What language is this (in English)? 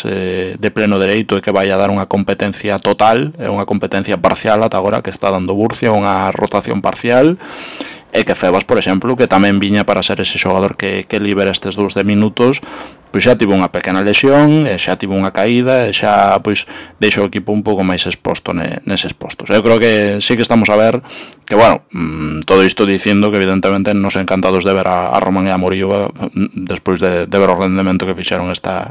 Galician